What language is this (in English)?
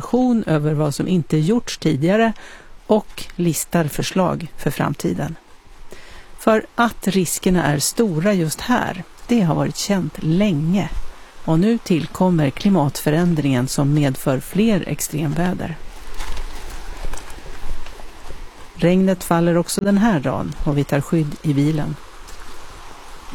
Swedish